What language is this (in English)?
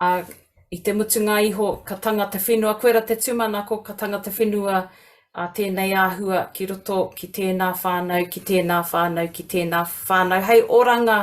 Māori